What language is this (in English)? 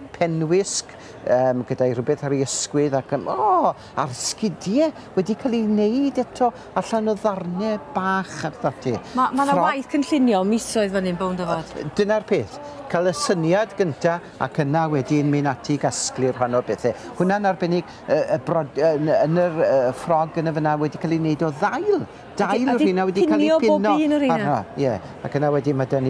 Welsh